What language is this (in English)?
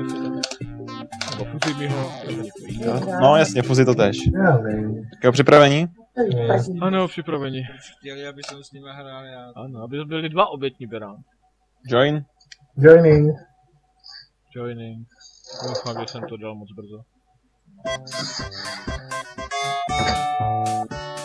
Czech